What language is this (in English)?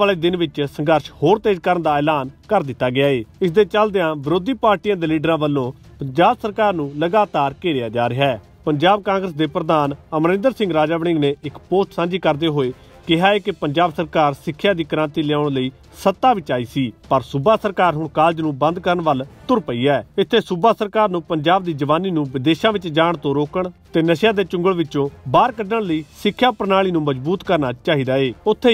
Punjabi